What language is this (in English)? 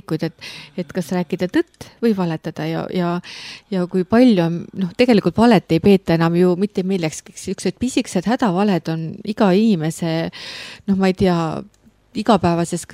Estonian